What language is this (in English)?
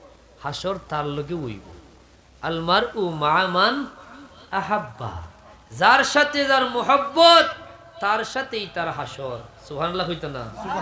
Sylheti